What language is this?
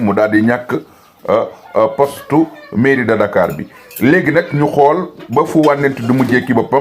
Wolof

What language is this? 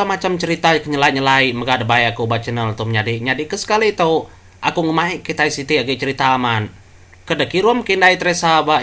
Iban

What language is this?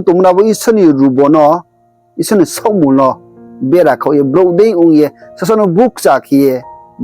Riang (India)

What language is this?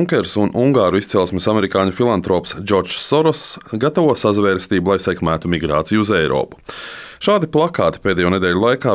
Latvian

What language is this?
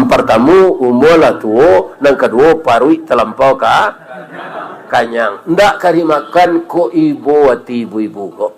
Minangkabau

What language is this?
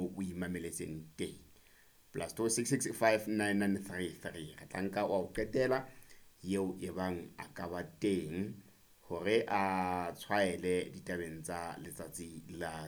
Southern Sotho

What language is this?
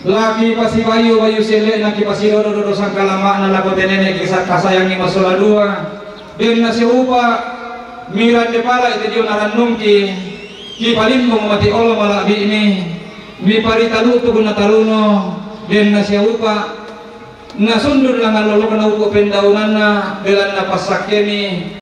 Toraja-Sa'dan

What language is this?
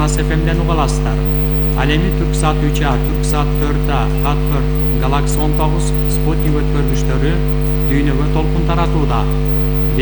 Kyrgyz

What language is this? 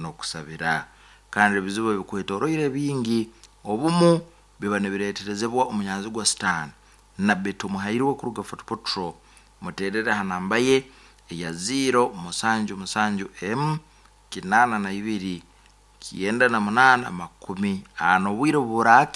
Nyankole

